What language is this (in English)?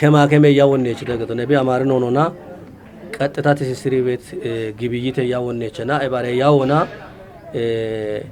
Kafa